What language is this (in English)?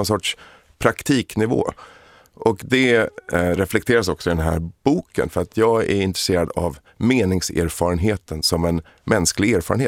Swedish